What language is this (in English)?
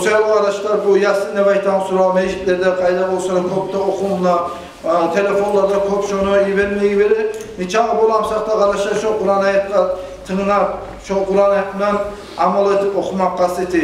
Kumyk